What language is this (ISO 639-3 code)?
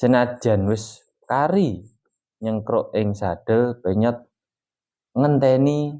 jav